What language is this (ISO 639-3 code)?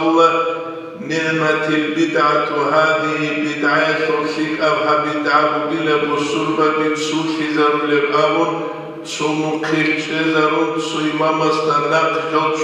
ava